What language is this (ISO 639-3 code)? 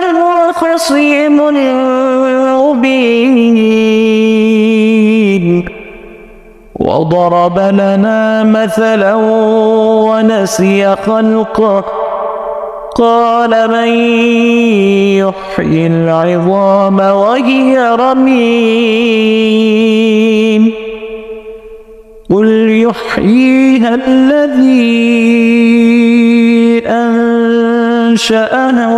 ara